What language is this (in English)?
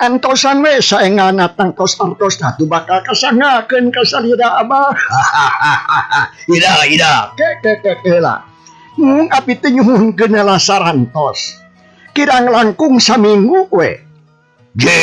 Sundanese